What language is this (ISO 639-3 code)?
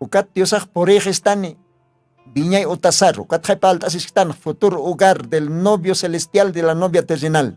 aym